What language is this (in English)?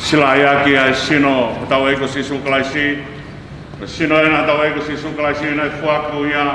Tongan